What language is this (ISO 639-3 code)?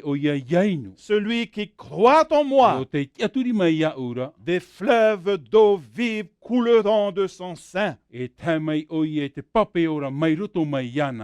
tah